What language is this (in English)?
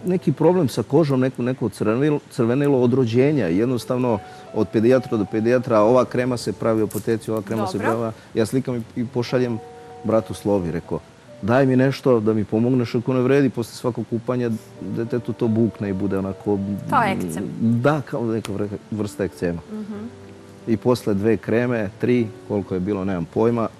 Serbian